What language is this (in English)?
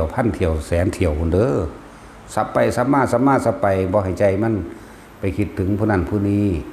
Northeastern Thai